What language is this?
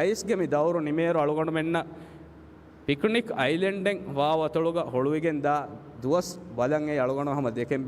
Divehi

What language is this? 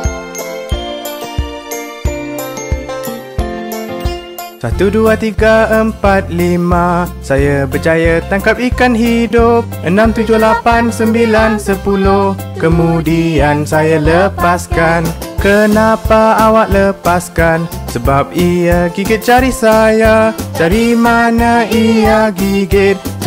Malay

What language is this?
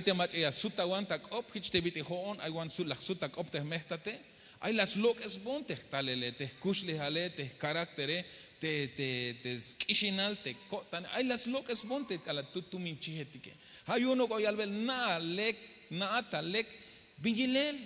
Tzeltal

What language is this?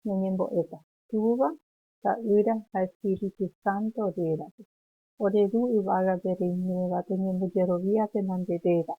Guarani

